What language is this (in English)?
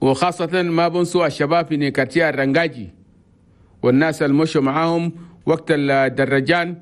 Chadian Arabic